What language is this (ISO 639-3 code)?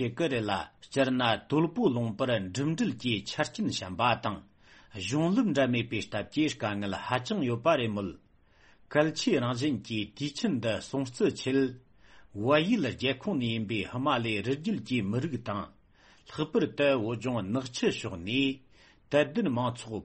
bod